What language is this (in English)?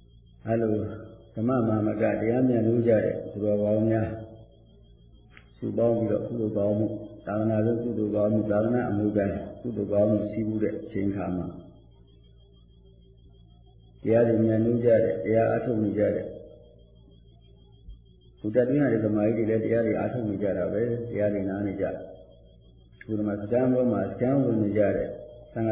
Burmese